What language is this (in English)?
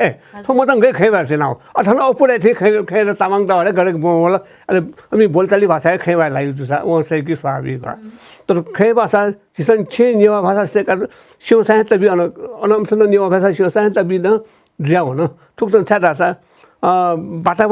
Newari